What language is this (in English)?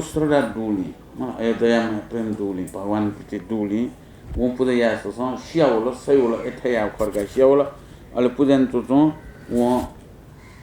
Newari